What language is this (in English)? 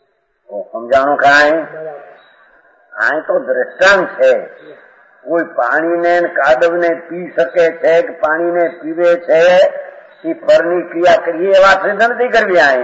Gujarati